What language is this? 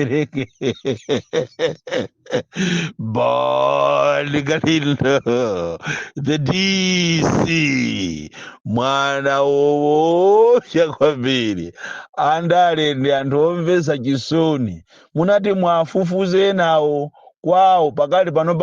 Nyanja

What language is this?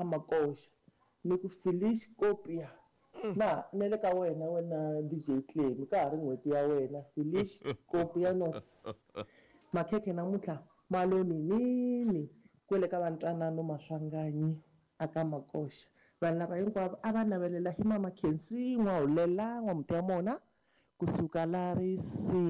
Tsonga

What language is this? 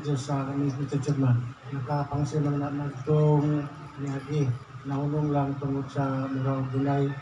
Cebuano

